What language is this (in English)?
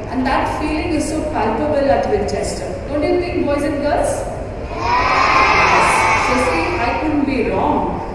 English